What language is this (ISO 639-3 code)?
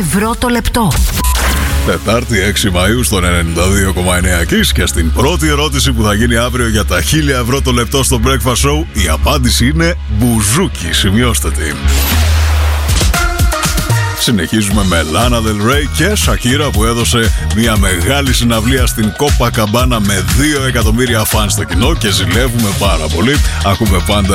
ell